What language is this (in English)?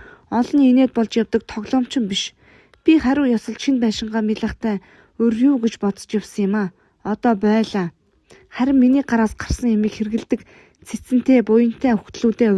Mongolian